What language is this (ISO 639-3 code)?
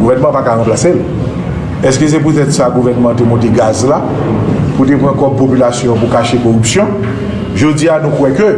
hat